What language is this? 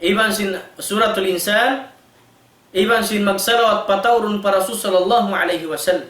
Tausug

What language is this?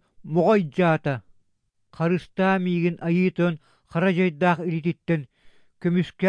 Yakut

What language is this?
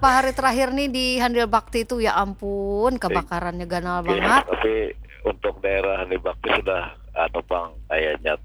Banjar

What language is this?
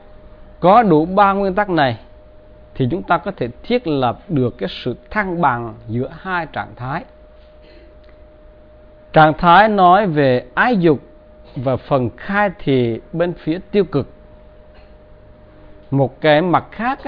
Vietnamese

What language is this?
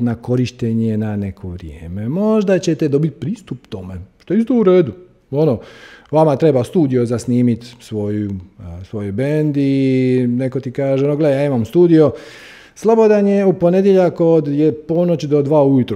Croatian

